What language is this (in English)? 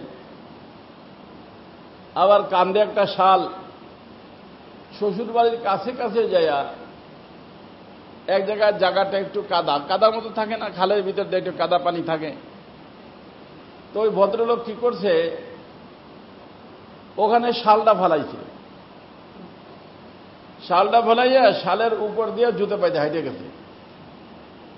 Bangla